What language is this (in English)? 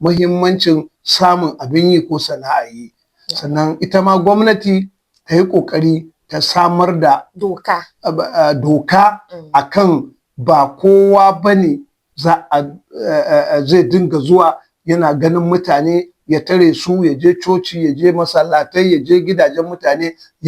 Hausa